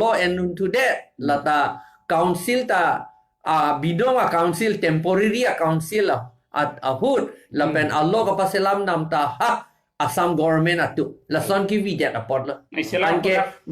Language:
Karbi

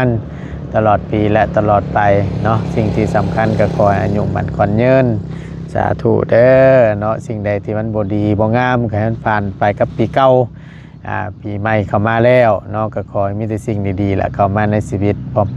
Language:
Northeastern Thai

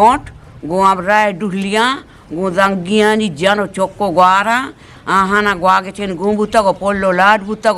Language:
Eastern Balochi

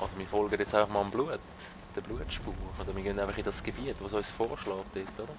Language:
Swiss German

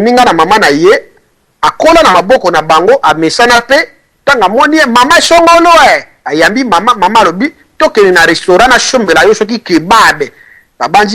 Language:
Lingala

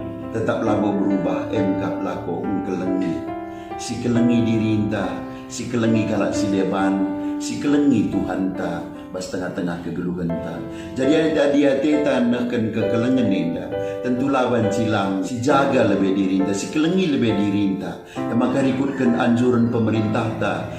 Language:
Batak Karo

